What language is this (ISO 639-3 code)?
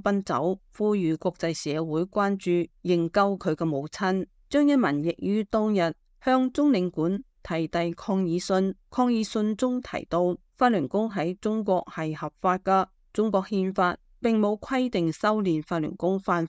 yue